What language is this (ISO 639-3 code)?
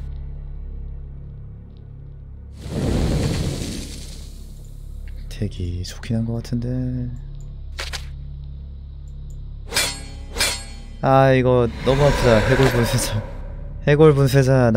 kor